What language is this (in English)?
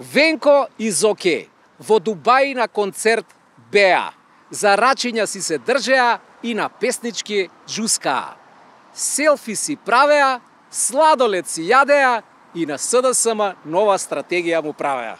Macedonian